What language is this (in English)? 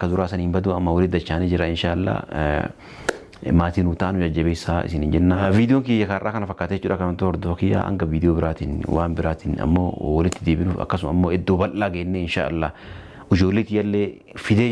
Oromo